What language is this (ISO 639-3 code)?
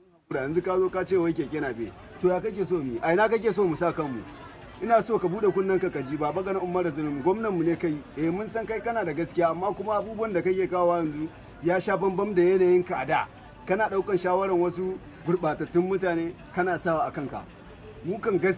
hau